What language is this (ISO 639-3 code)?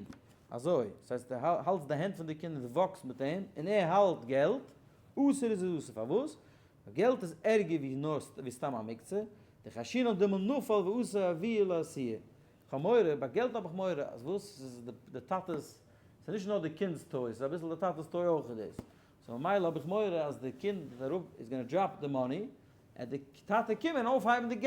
yid